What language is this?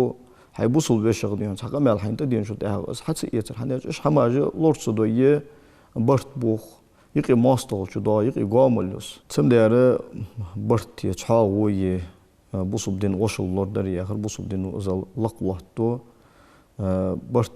Ingush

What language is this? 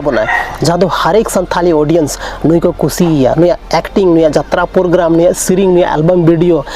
Santali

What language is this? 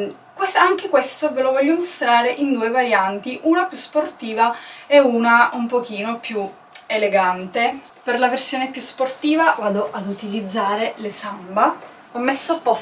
Italian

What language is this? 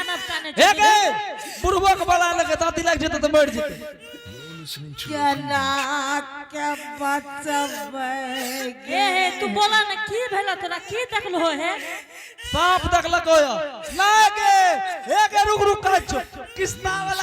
Angika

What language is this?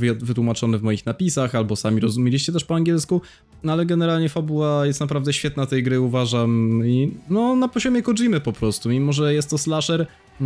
Polish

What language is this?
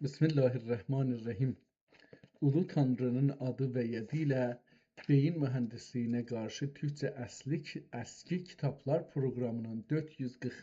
South Azerbaijani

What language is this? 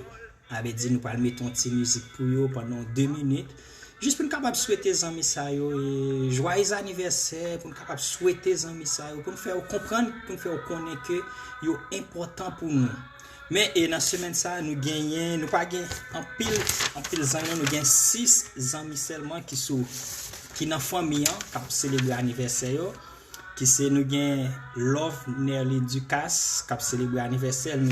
Haitian Creole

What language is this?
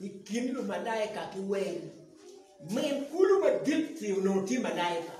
Acoli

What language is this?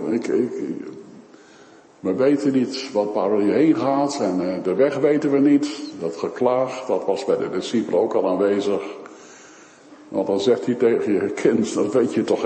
Dutch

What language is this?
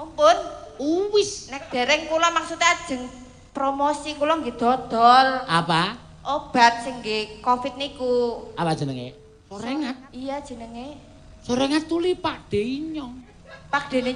Javanese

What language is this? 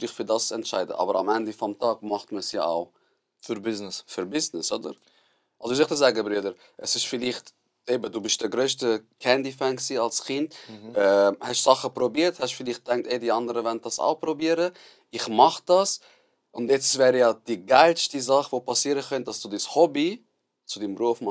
Swiss German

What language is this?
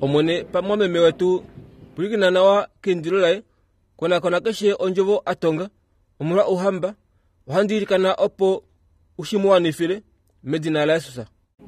Kuanyama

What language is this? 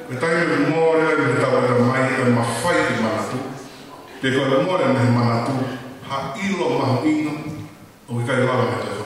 Tongan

